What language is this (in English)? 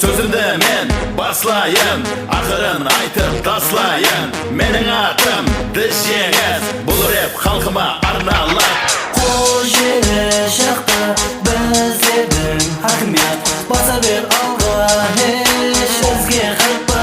Kara-Kalpak